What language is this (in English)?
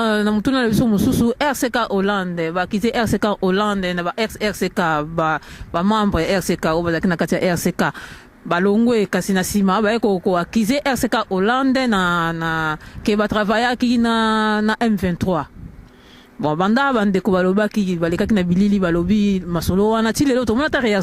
Lingala